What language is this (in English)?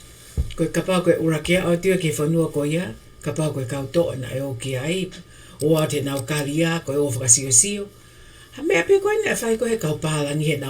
Tongan